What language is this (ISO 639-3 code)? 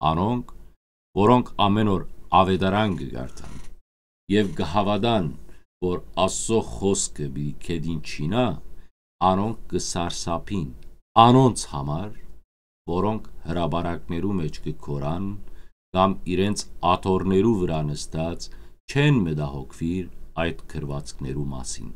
hyw